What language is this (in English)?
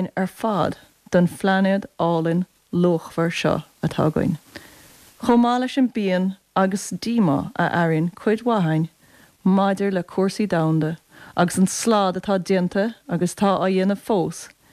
Irish